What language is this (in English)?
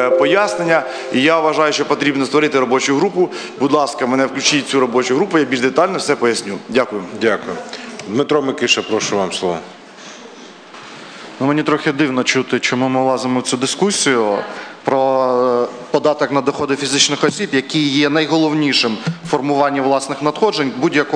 Ukrainian